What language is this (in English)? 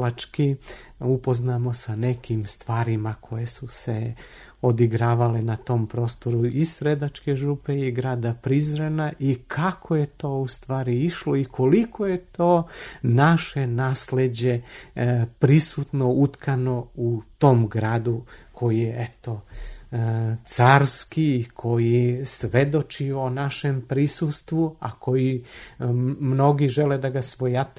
Serbian